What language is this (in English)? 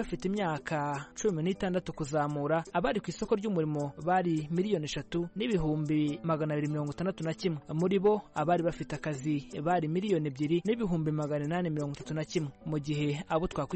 Kinyarwanda